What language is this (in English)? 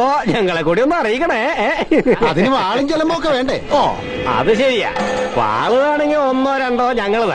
Malayalam